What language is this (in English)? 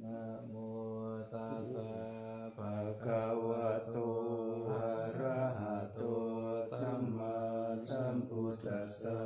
Pali